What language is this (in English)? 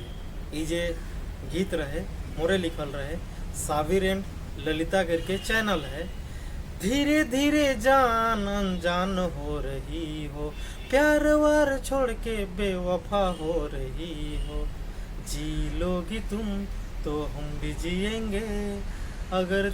Sadri